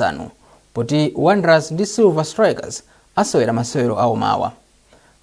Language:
Nyanja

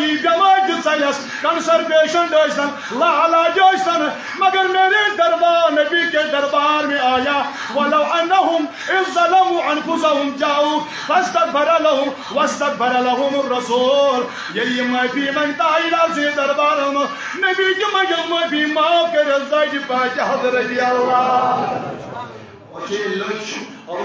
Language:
Kashmiri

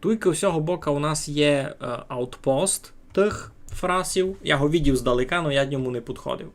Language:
Rusyn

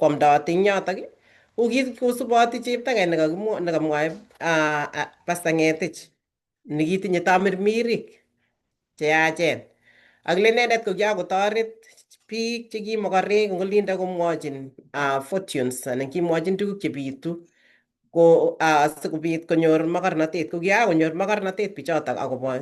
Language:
Kalenjin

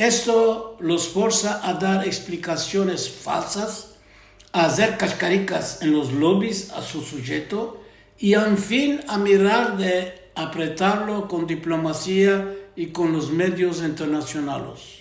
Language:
Ladino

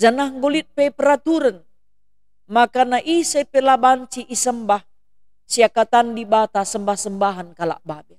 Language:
Batak Karo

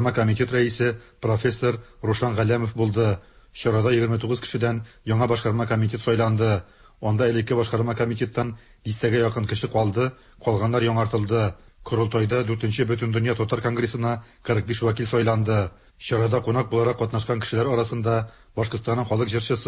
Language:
Tatar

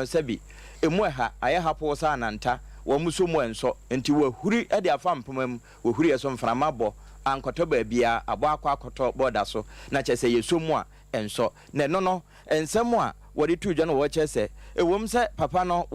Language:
Akan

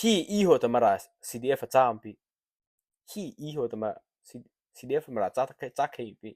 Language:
Mara Chin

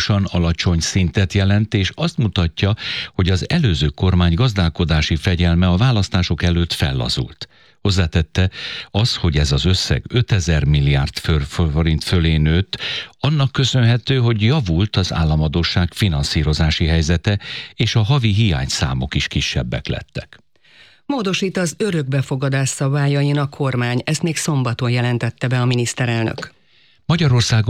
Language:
Hungarian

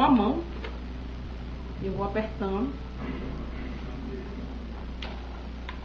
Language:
Portuguese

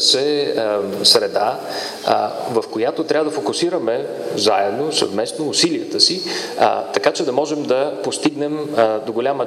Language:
Bulgarian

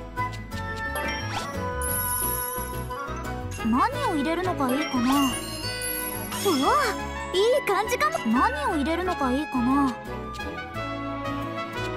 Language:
Japanese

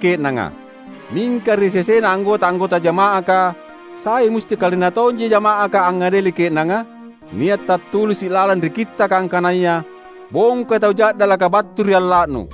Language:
Makasar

